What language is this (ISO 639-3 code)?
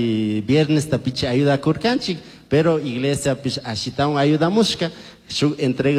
qug